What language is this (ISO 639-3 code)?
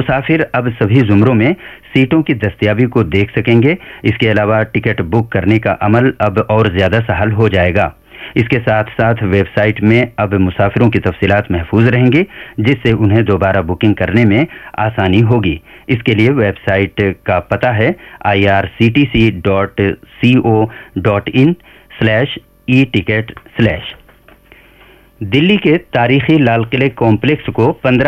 urd